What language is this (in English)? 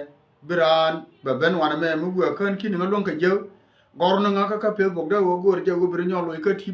Nuer